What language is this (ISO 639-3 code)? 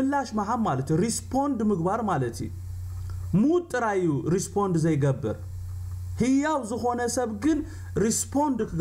tir